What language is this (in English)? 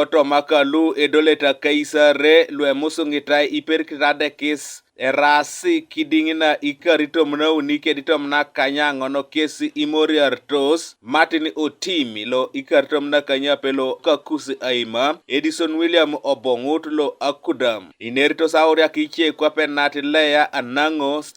Teso